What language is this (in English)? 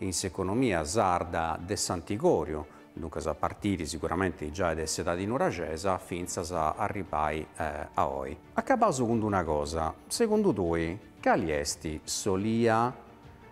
Sardinian